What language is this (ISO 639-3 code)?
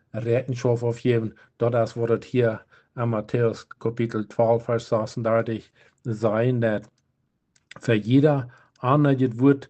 pdt